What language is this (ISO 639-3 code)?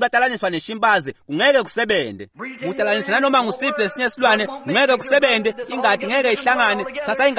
ssw